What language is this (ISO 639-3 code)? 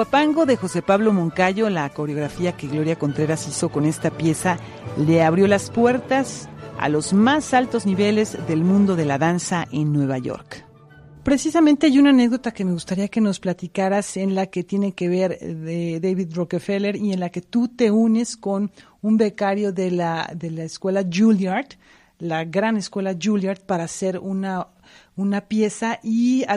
spa